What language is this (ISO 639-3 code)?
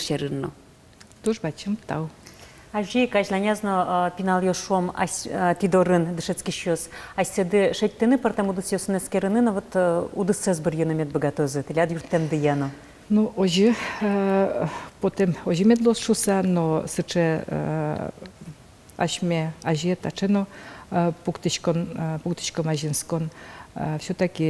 udm